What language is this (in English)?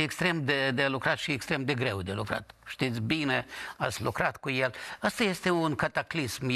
Romanian